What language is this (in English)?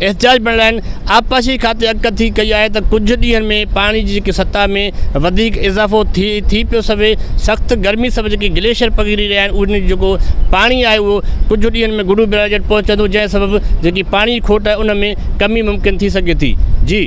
Sindhi